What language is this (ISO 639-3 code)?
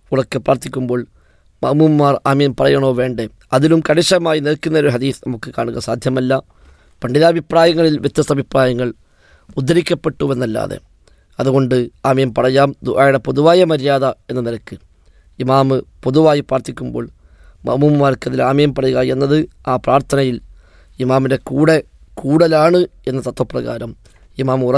mal